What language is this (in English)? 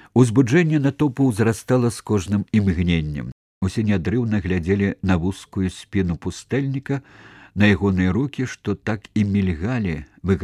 Belarusian